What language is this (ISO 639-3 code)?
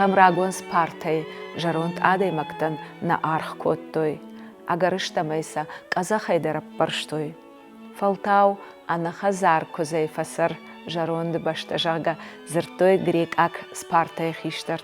oss